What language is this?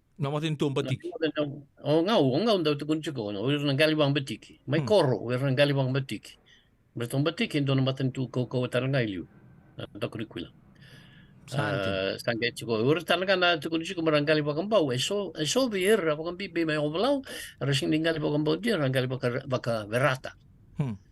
Fijian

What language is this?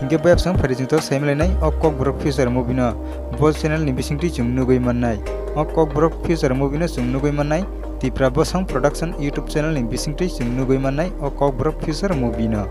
Kok Borok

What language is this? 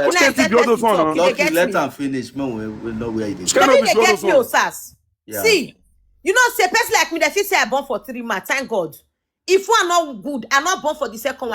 Nigerian Pidgin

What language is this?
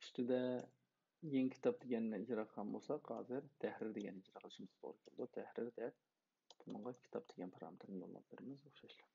Uyghur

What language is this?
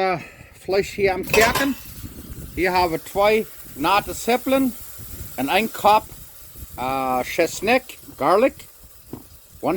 Plautdietsch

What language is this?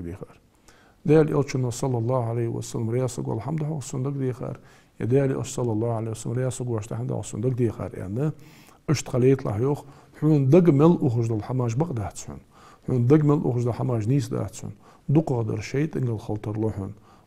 Ingush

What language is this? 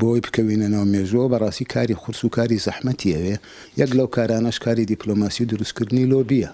Central Kurdish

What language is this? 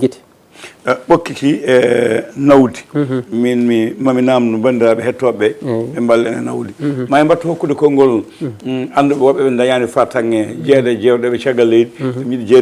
Fula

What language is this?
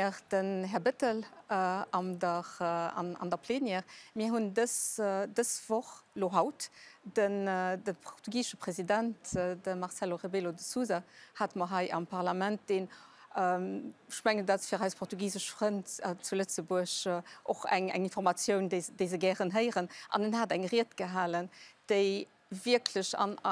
Luxembourgish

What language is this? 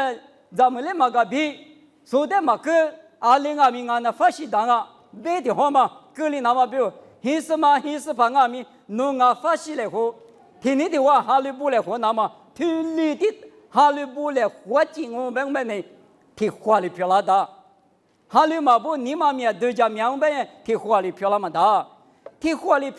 Lisu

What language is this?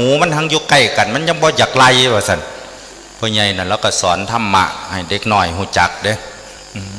Northeastern Thai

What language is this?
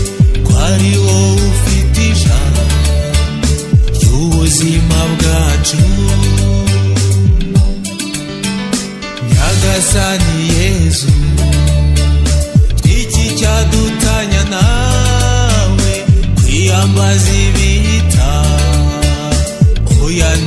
Kinyarwanda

